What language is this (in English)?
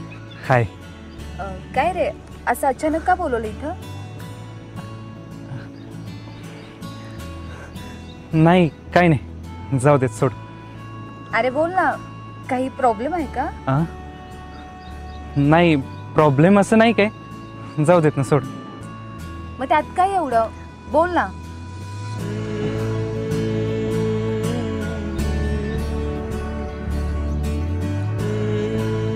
Marathi